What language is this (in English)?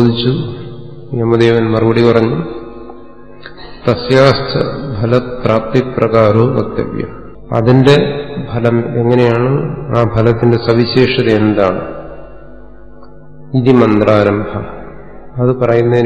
Malayalam